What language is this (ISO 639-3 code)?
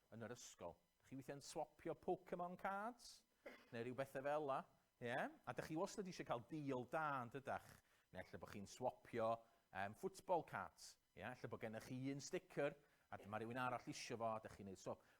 cym